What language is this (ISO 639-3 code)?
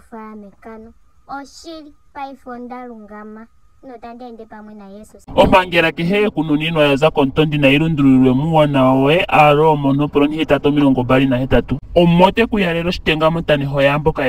ndo